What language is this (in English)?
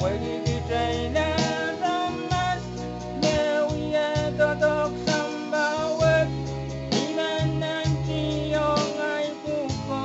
Pohnpeian